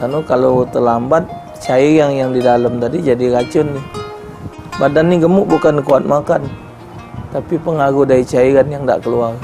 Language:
Musi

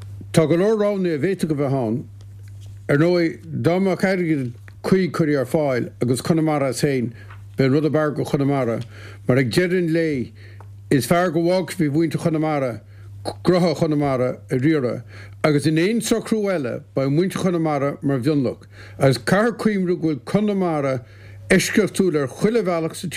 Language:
Irish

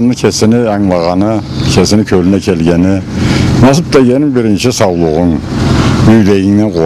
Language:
Karachay-Balkar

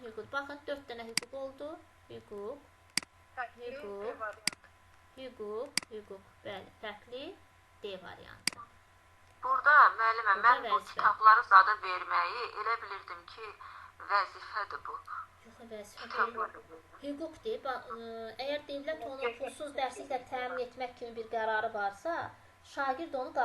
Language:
Azerbaijani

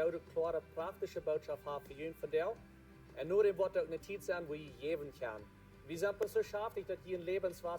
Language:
Plautdietsch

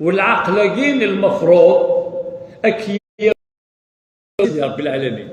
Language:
Kabyle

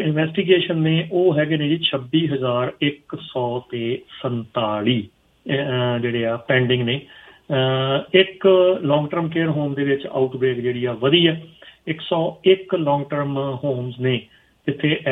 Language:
Punjabi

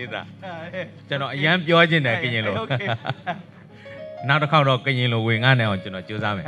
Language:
Burmese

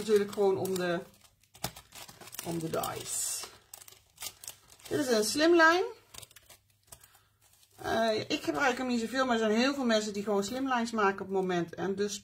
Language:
Dutch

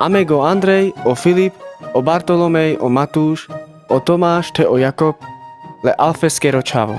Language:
Carpathian Romani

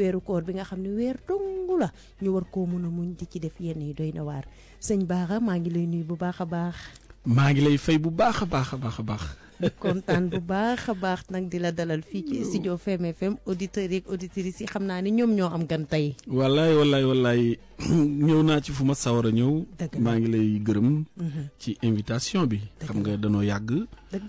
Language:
Wolof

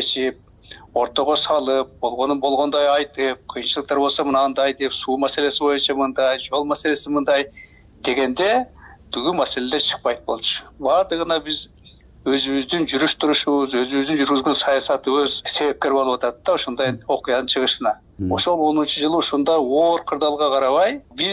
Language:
Kyrgyz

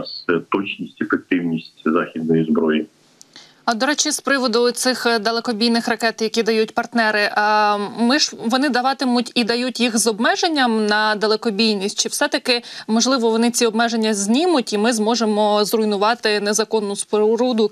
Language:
Ukrainian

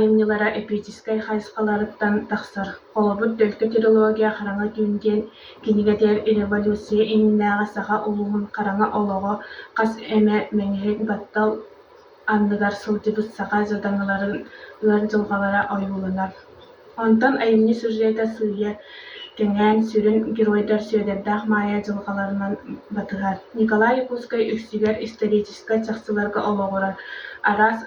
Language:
Yakut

